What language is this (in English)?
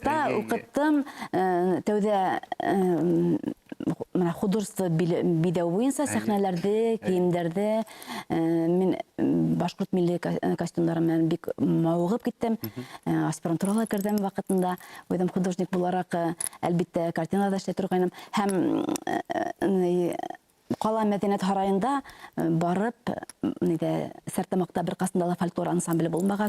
Bashkir